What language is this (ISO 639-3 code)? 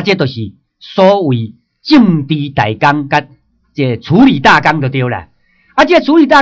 nan